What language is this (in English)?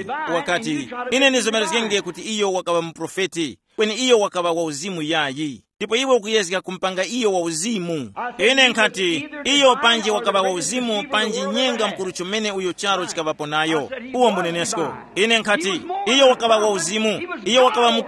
Tumbuka